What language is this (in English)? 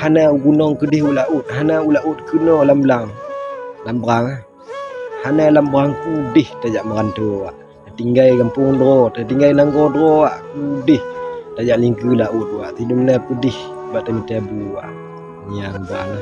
Achinese